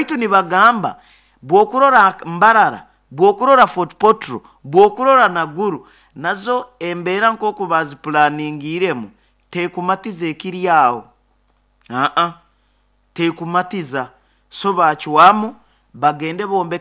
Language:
Nyoro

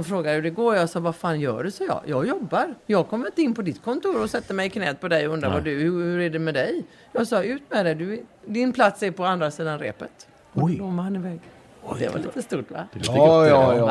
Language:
Swedish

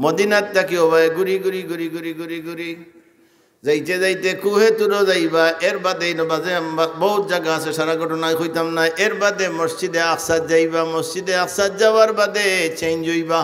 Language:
Sylheti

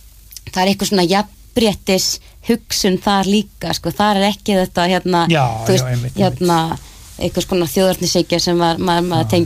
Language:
Icelandic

